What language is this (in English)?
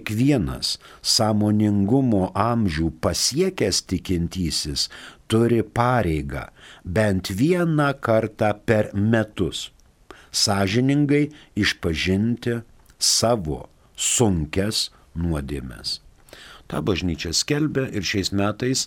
Lithuanian